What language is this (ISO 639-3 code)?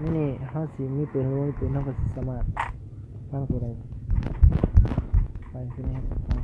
lao